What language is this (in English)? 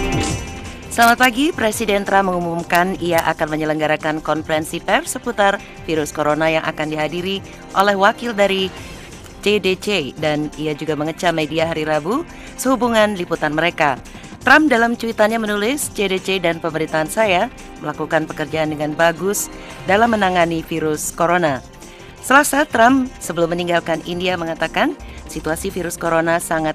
Indonesian